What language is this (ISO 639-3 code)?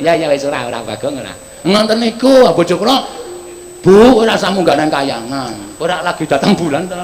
jav